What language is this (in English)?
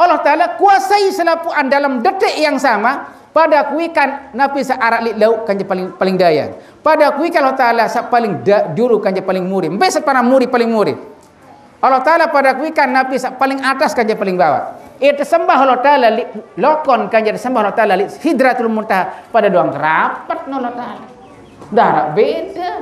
Sasak